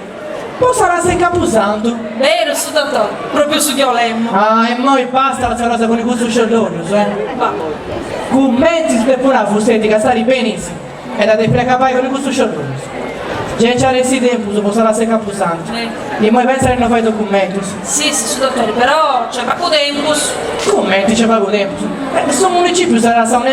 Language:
Sardinian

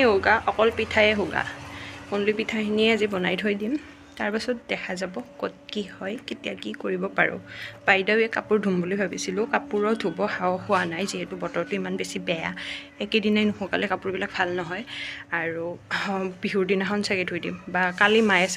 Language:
Assamese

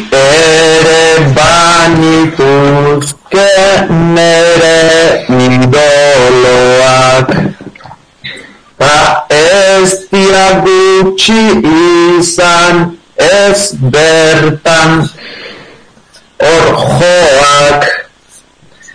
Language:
Basque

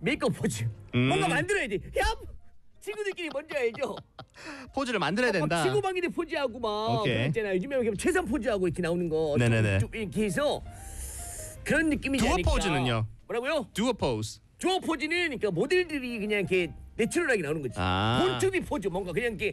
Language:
Korean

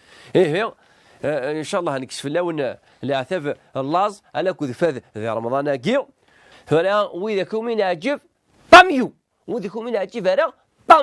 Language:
Kabyle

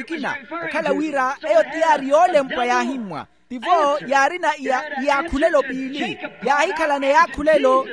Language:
Makhuwa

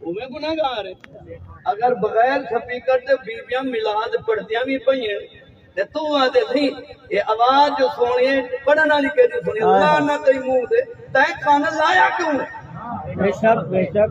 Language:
Saraiki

